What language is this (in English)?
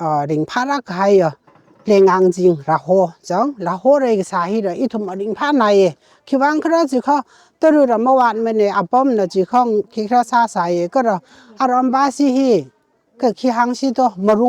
Tangkhul Naga (India)